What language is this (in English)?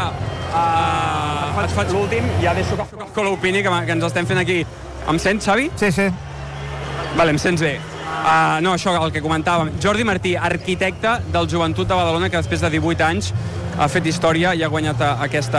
Catalan